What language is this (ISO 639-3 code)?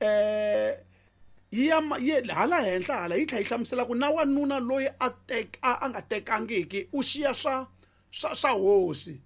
tso